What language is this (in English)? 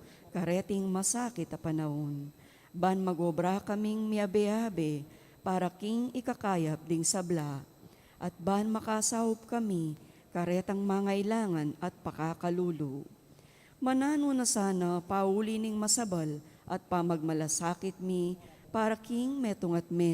Pampanga